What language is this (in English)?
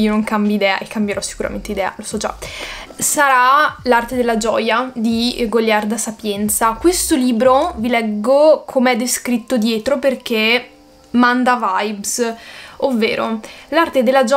Italian